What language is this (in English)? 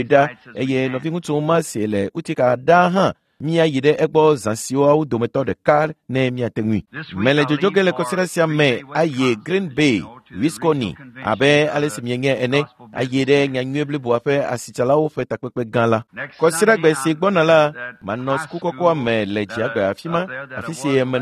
Ewe